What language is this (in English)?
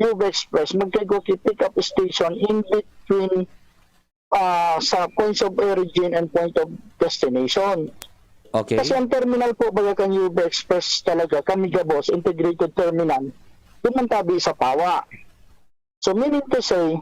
Bikol